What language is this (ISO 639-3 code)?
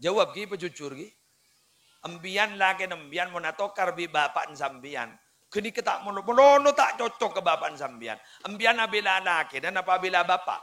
mad